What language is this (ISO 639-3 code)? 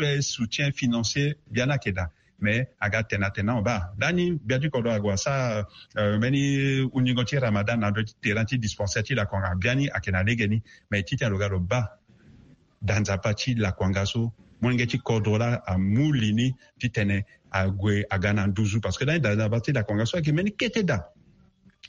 sag